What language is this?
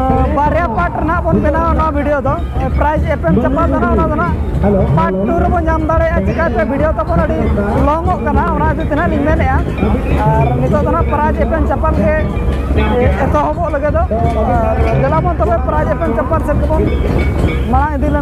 Santali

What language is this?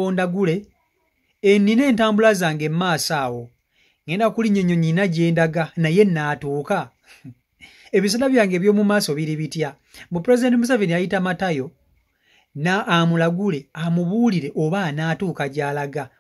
Ganda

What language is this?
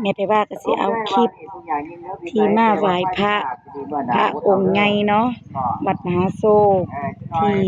Lao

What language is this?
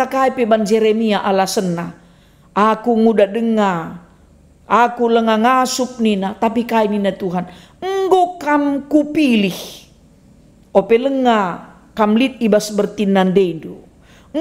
Batak Karo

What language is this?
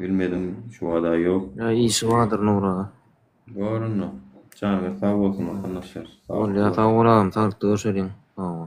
Turkmen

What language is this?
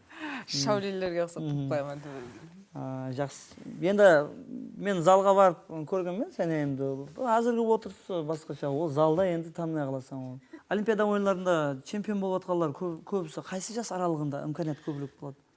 Kara-Kalpak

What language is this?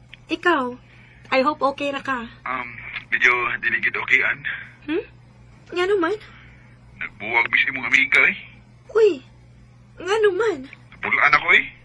Cebuano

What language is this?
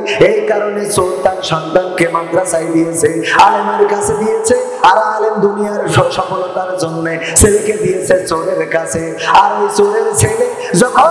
Bangla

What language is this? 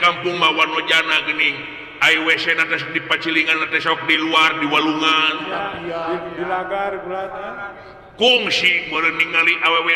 Sundanese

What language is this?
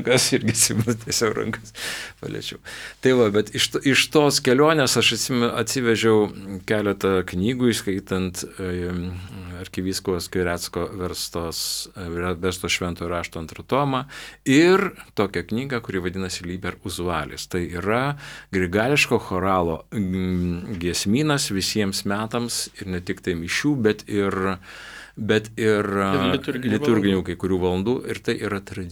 Lithuanian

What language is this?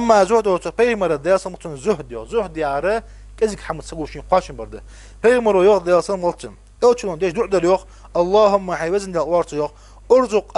Ingush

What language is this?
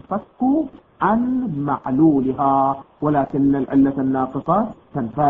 Arabic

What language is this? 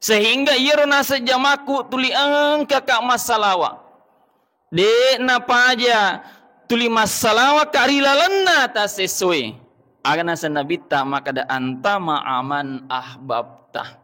Buginese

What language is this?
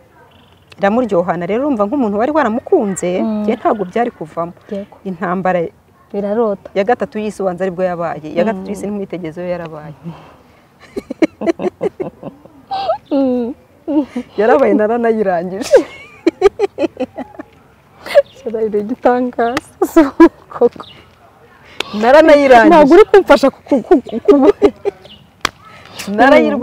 Kinyarwanda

